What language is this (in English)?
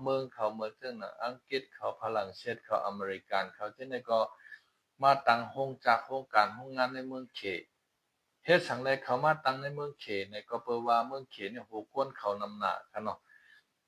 Shan